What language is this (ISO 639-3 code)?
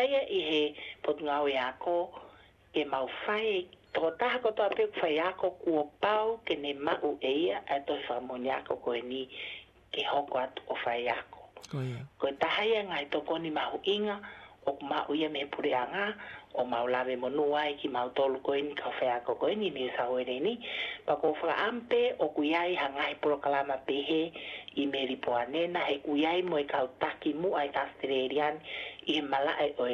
ton